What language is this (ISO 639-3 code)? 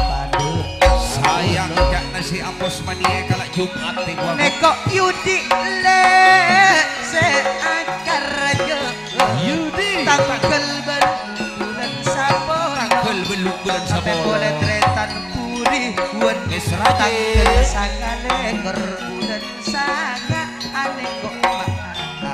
mad